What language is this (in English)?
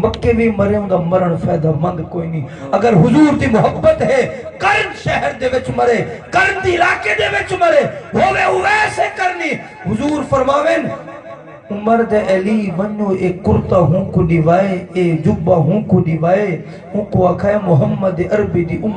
Saraiki